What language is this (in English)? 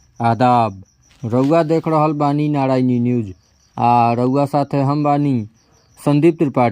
Bhojpuri